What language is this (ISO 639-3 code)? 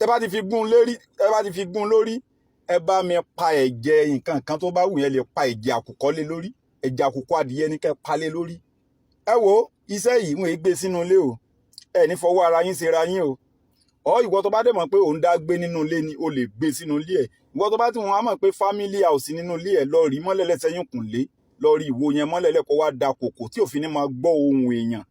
yor